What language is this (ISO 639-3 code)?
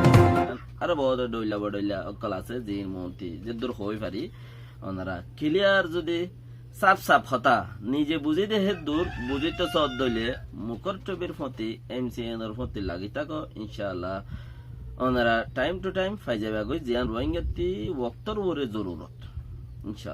rhg